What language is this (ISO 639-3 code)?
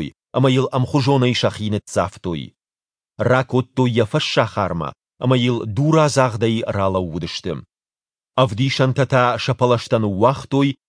oss